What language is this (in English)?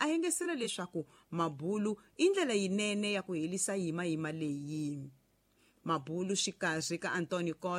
Tsonga